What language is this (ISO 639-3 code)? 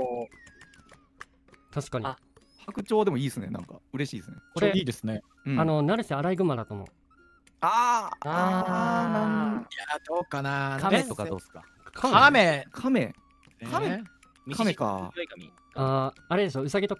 jpn